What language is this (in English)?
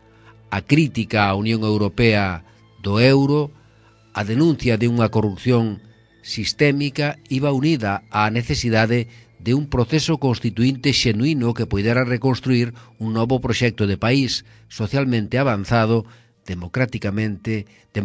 Galician